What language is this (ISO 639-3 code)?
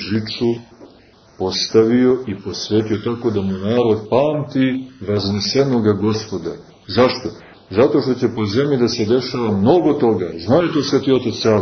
srp